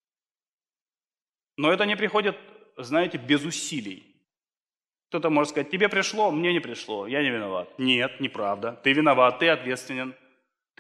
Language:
Russian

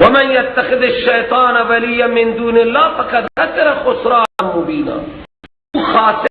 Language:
Persian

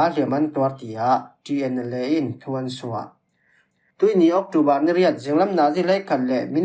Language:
Falam Chin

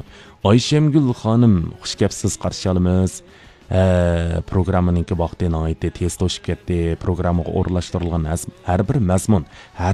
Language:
Uyghur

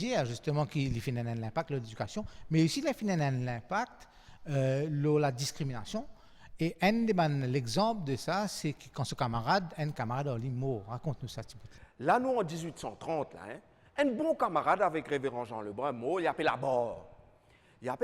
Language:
Morisyen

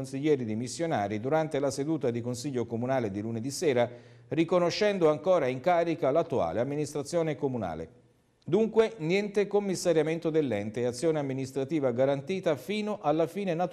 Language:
Italian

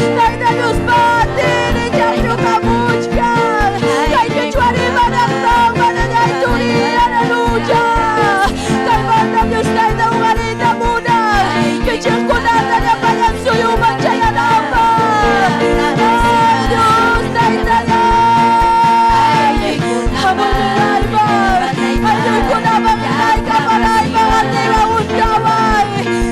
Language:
Ayacucho Quechua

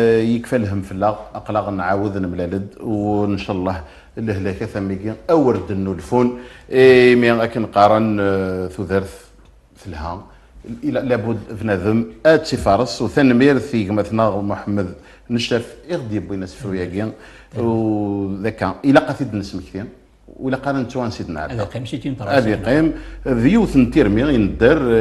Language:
Kabyle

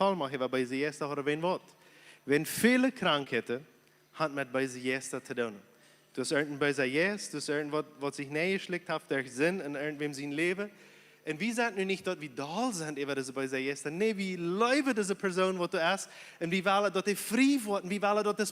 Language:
Plautdietsch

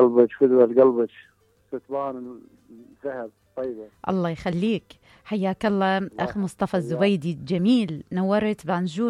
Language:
Mesopotamian Arabic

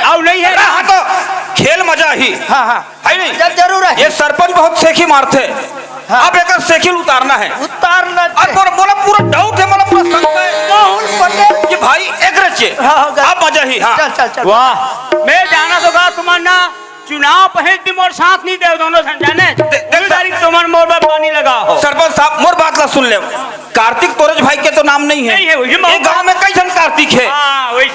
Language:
Chhattisgarhi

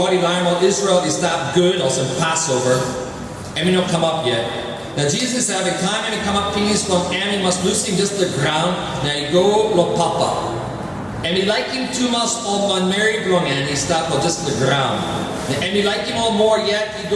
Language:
Tok Pisin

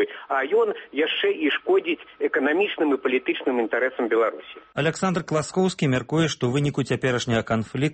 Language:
Belarusian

